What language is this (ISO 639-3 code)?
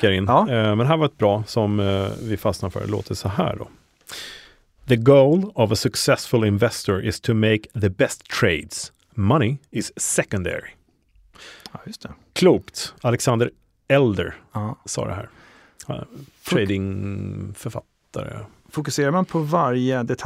swe